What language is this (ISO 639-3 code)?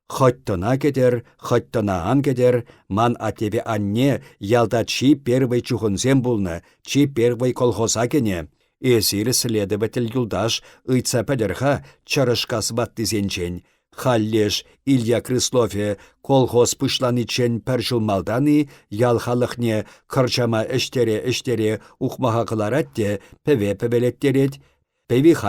chv